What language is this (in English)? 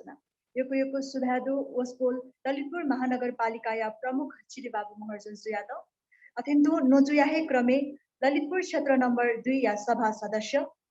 Newari